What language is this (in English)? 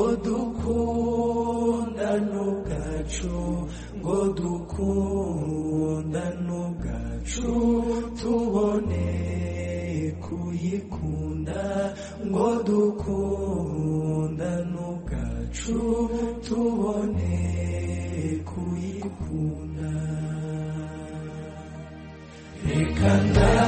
Kinyarwanda